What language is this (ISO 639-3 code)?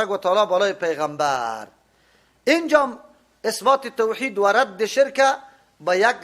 fas